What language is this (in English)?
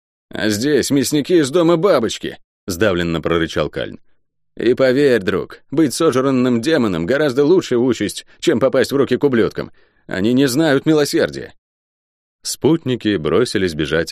Russian